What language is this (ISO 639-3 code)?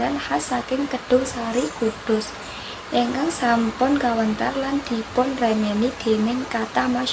jav